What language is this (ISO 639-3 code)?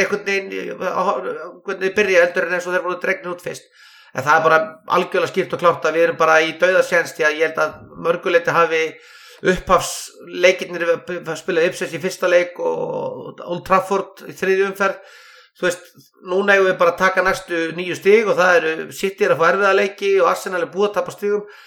isl